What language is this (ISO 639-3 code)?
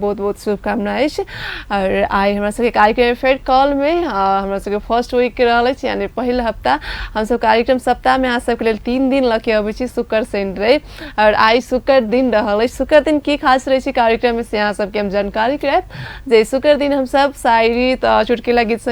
mai